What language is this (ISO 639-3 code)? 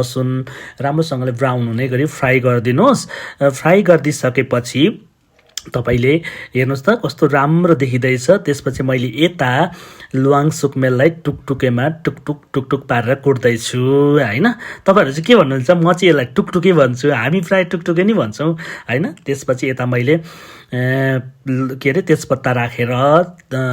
nep